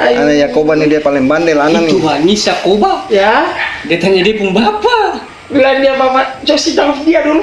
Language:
Ambonese Malay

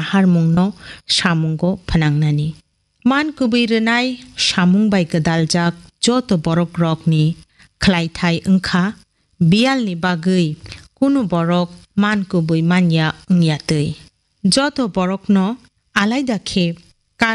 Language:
Kok Borok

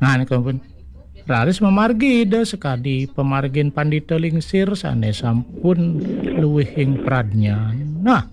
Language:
Balinese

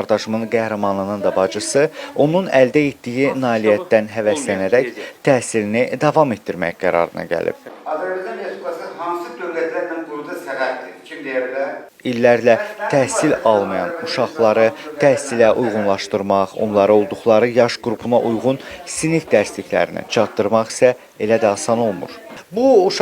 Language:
Azerbaijani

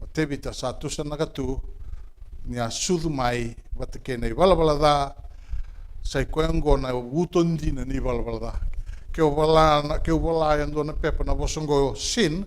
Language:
Fijian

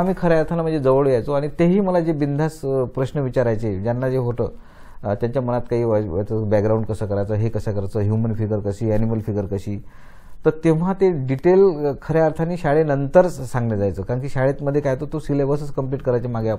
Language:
Marathi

